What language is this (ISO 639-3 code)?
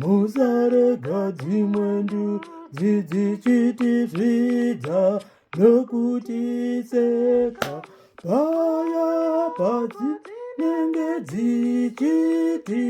sna